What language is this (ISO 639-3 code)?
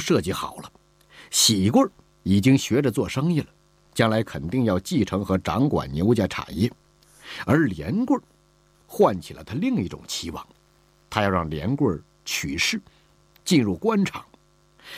zho